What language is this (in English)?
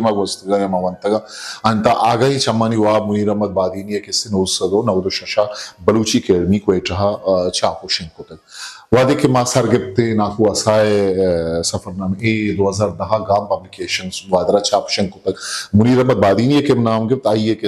Eastern Balochi